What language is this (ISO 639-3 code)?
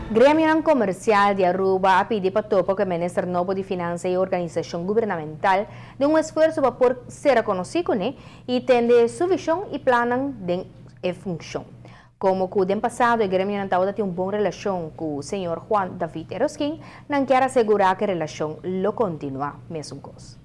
pap